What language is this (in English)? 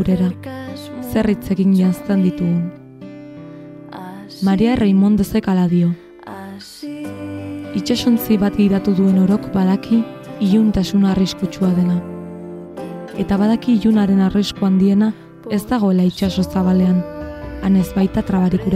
Basque